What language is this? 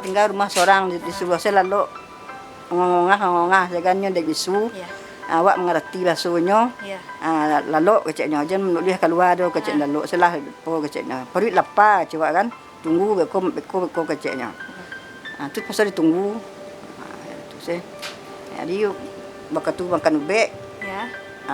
Minangkabau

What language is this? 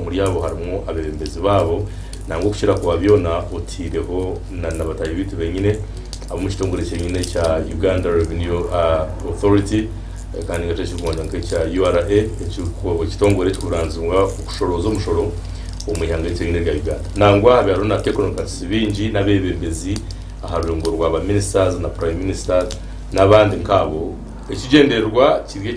Nyankole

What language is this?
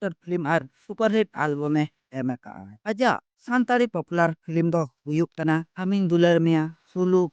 Santali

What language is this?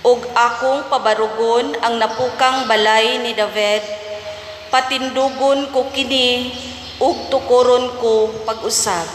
Cebuano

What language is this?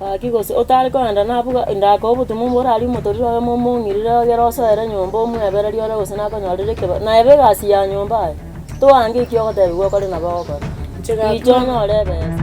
Gusii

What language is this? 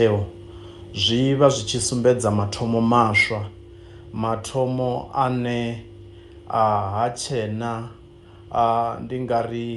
Venda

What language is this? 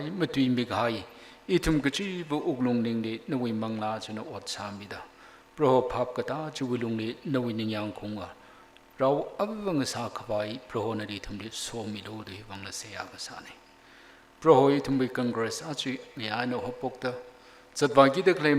Tangkhul Naga (India)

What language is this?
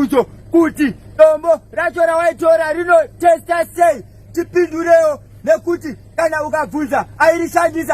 Shona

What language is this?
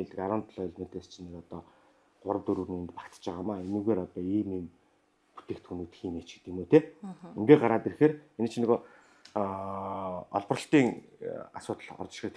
Mongolian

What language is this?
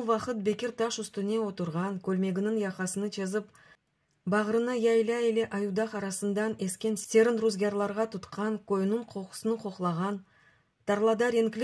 Crimean Tatar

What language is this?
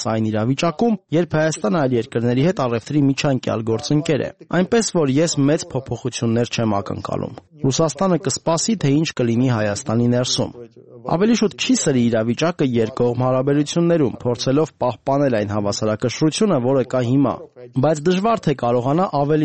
Armenian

